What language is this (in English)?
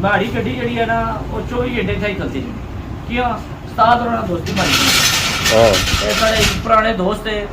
Pahari-Potwari